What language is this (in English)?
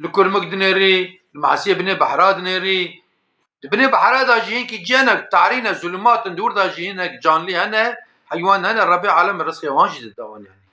Kurdish